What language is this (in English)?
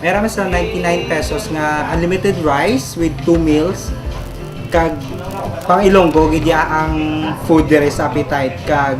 Hiligaynon